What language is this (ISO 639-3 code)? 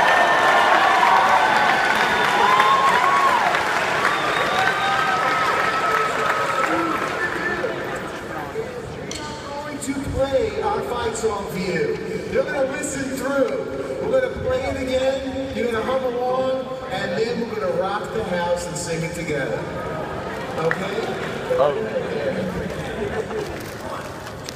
eng